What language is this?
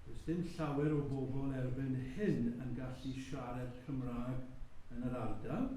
Welsh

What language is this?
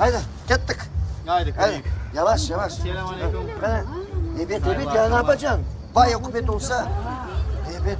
Crimean Tatar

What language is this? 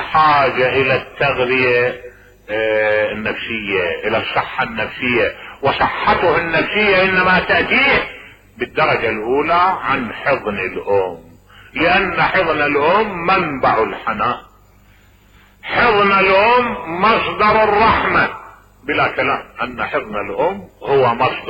Arabic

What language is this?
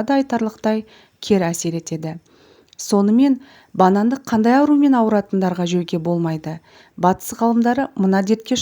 Kazakh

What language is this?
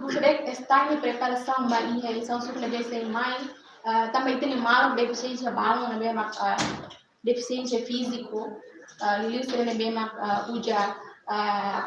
Tetum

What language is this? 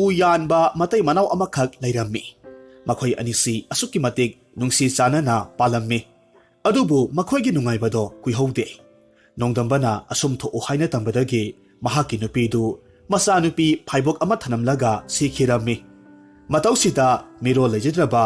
Manipuri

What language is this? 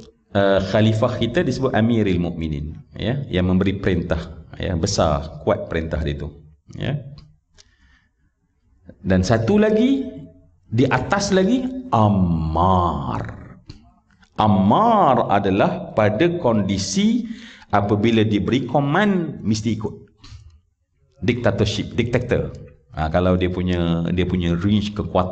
Malay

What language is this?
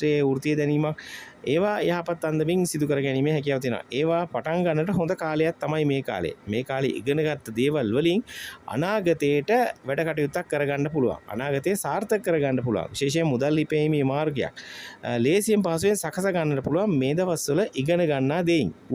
Sinhala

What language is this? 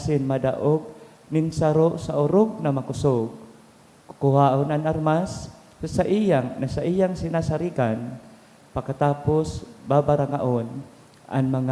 Bikol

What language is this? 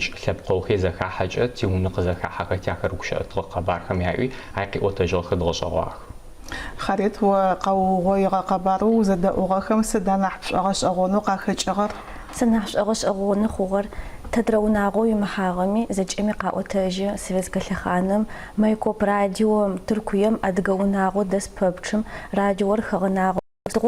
Adyghe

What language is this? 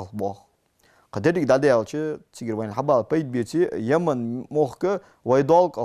Ingush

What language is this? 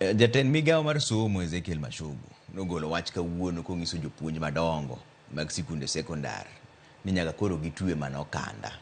Luo (Kenya and Tanzania)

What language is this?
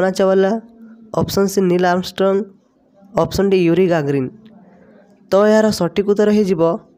Odia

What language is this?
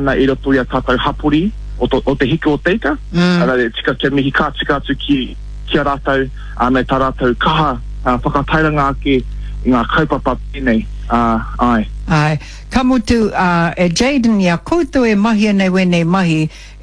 Māori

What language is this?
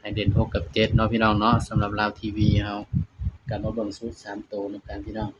Northeastern Thai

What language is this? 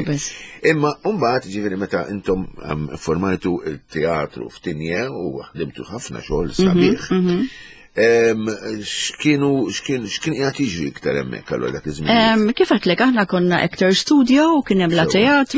Maltese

